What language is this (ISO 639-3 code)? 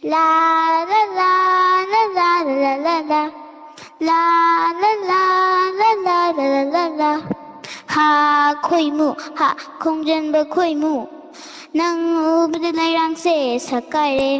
mni